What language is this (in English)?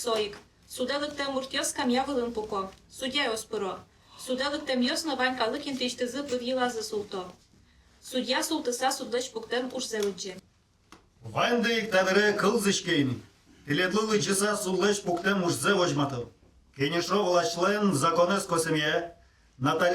Udmurt